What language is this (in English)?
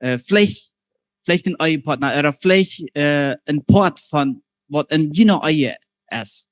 Plautdietsch